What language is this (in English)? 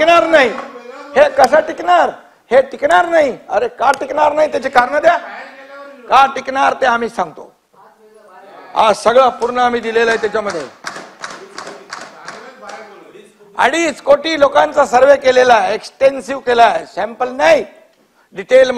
Marathi